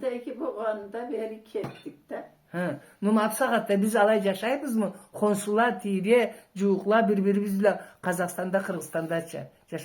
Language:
Karachay-Balkar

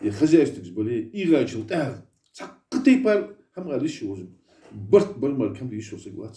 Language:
Ingush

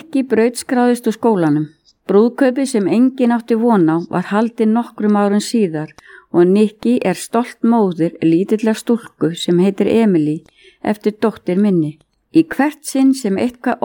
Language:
Icelandic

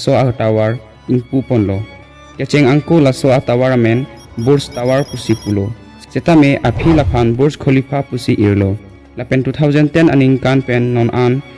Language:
Karbi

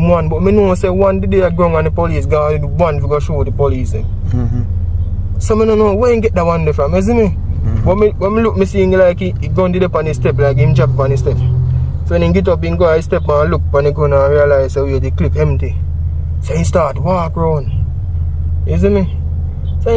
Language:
Jamaican Creole English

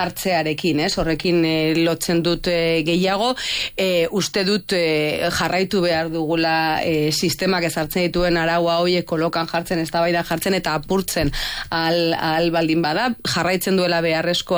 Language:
Basque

